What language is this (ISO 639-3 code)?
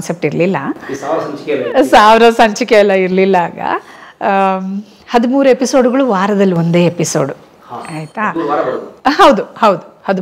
kan